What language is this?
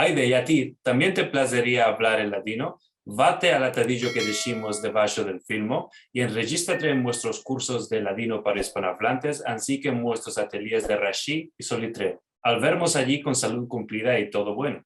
Ladino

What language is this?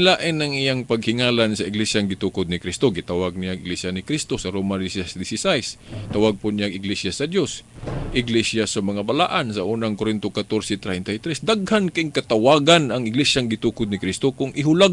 Cebuano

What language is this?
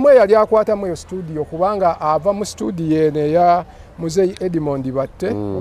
Ganda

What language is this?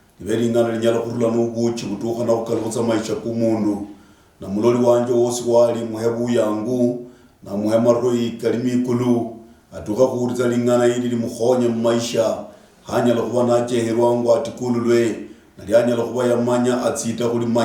Luyia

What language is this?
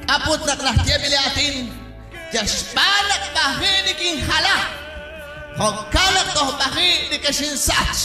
Kekchí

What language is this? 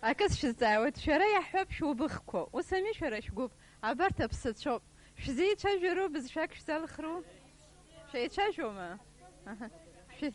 Abkhazian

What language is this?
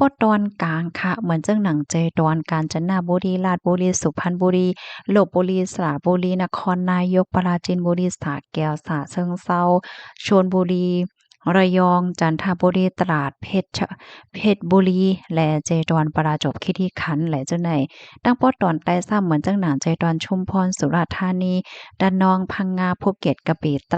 Shan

